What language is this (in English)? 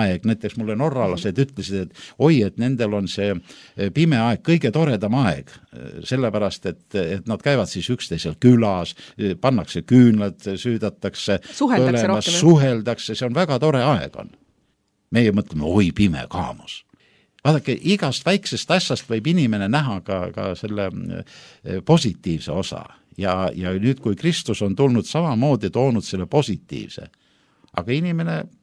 Estonian